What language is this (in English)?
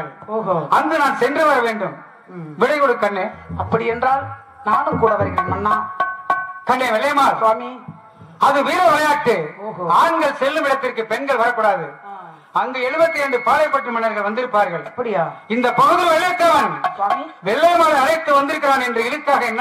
Tamil